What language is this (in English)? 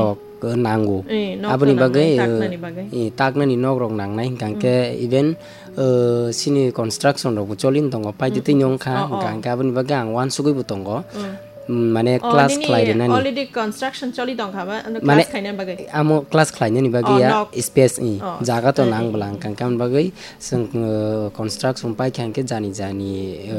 Kok Borok